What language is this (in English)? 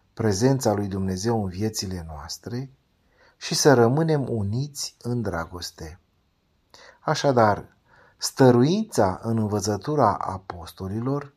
Romanian